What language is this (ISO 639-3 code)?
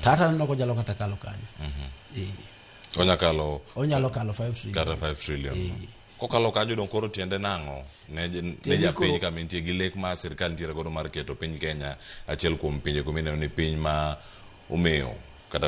luo